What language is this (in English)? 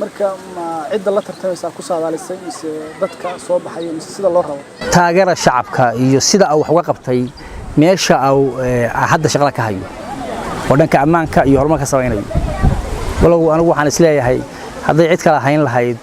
Somali